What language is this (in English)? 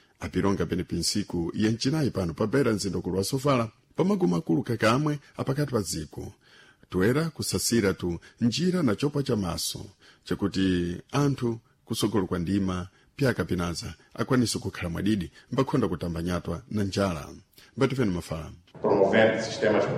Sena